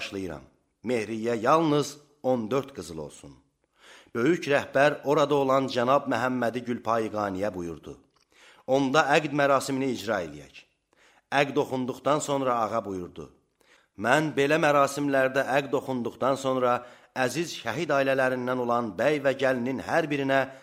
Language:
Azerbaijani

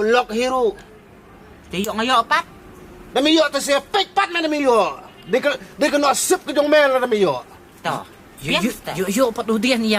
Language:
Khasi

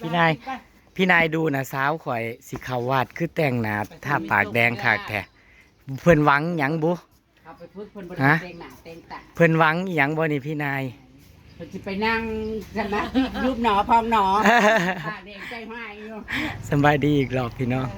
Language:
Northeastern Thai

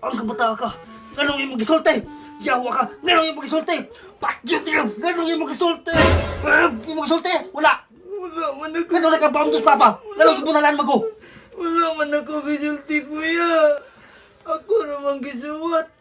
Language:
Cebuano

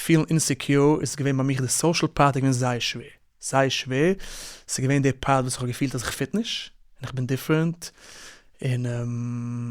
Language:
Yiddish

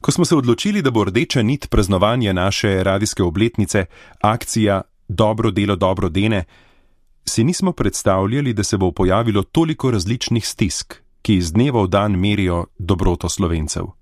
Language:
Slovenian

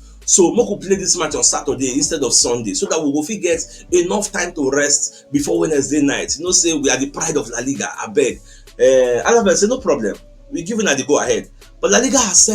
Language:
Nigerian Pidgin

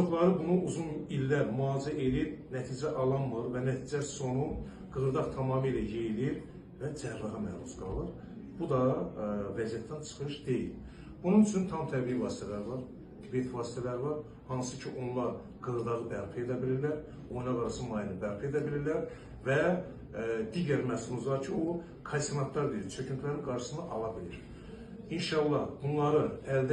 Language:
Azerbaijani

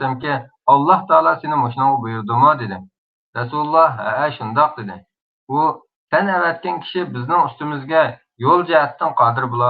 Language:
Uyghur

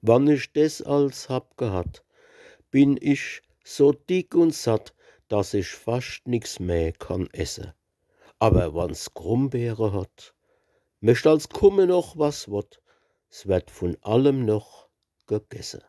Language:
Palatine German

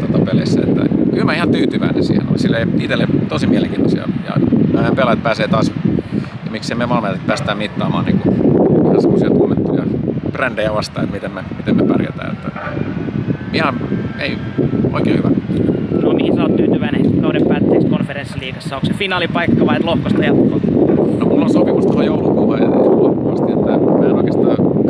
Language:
Finnish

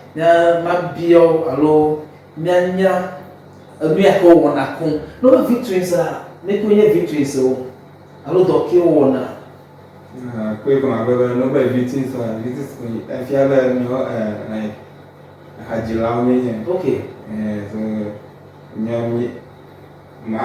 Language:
Ewe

